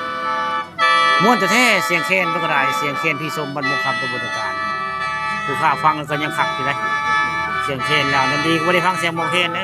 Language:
Northeastern Thai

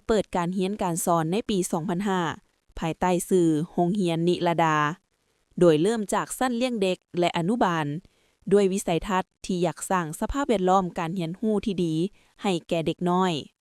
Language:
Lao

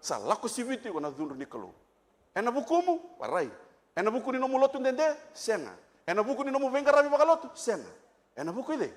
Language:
Fijian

